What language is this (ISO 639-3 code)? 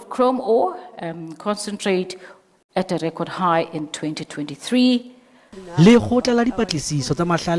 sot